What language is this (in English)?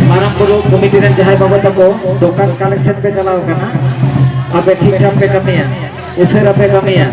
Santali